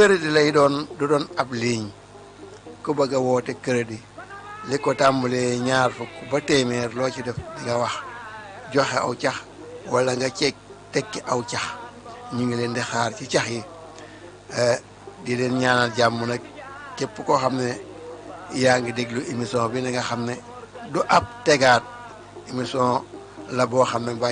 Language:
Wolof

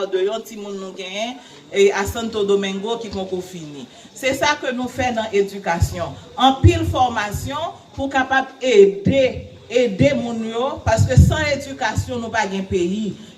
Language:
Haitian Creole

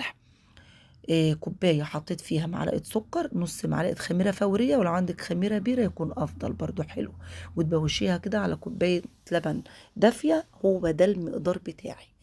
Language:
Egyptian Arabic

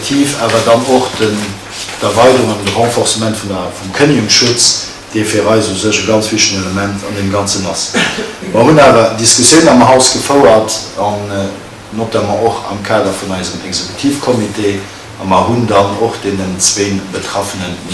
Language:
Luxembourgish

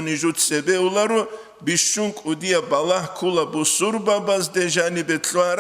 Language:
Avaric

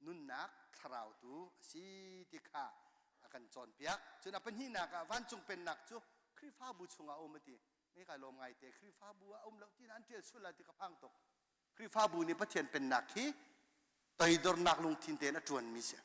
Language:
Hakha Chin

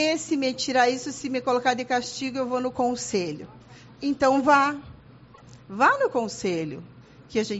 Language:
Portuguese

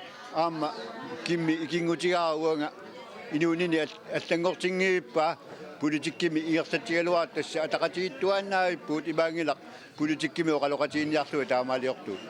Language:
Kalaallisut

